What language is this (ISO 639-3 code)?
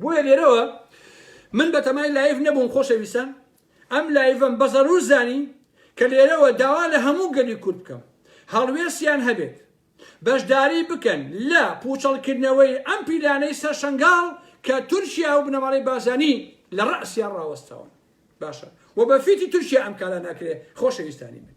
ckb